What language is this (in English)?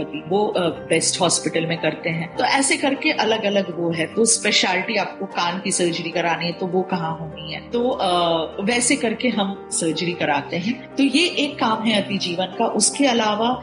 Hindi